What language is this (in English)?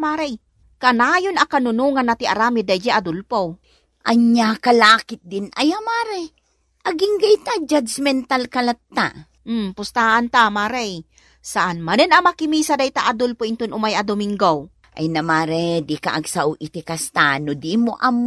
Iloko